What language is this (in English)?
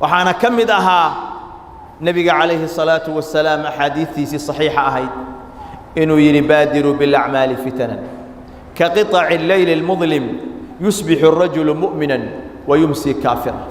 Somali